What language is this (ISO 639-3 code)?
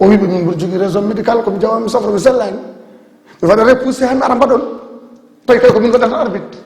ful